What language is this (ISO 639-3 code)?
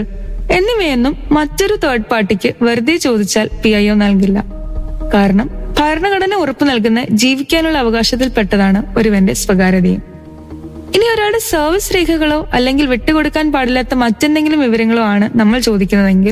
mal